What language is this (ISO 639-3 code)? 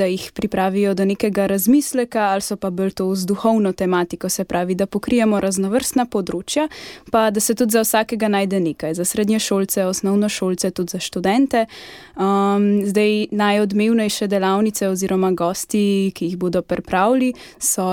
slv